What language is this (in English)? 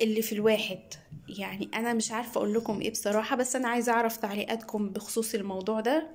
Egyptian Arabic